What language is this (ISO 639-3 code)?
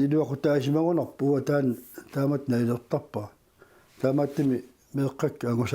kal